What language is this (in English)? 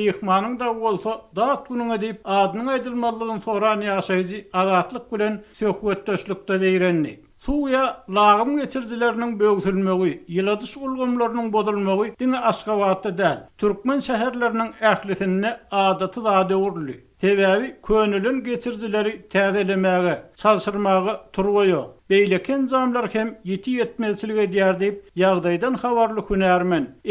Turkmen